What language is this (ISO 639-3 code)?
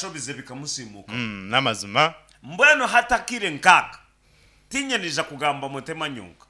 nyn